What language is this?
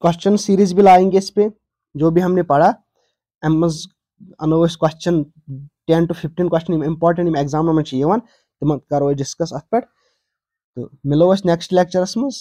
Kashmiri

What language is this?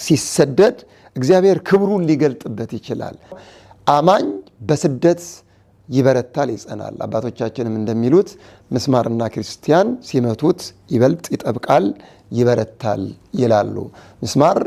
Amharic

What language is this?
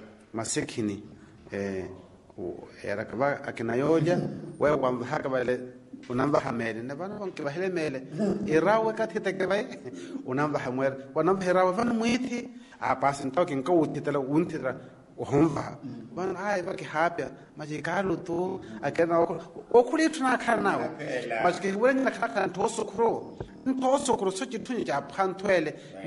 Swahili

